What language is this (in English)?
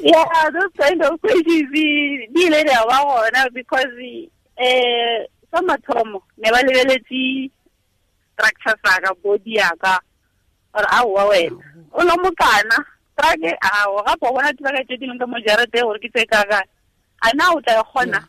Tswana